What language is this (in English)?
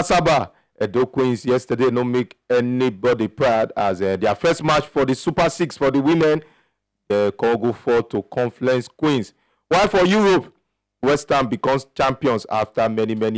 Nigerian Pidgin